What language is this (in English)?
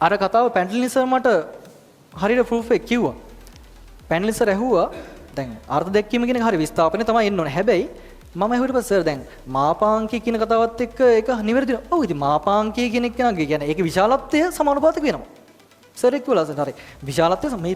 Sinhala